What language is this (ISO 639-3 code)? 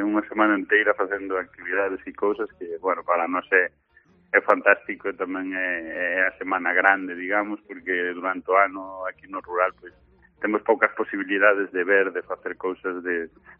glg